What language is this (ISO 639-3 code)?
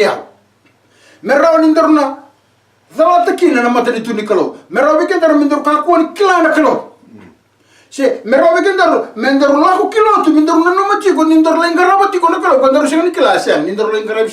fij